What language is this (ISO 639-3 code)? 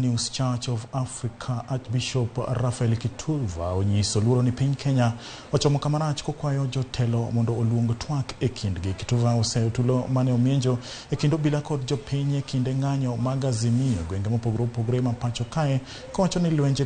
luo